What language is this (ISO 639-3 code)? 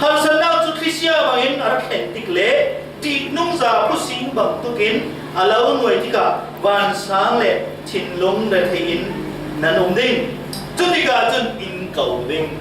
cfm